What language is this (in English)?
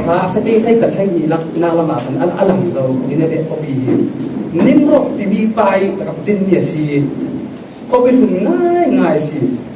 Falam Chin